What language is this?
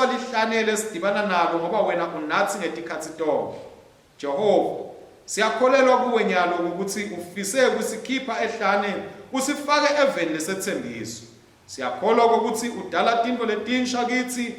Swati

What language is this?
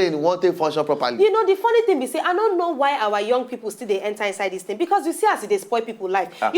Nigerian Pidgin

